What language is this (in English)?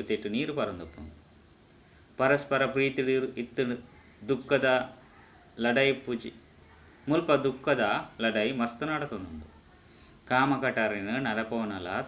Tulu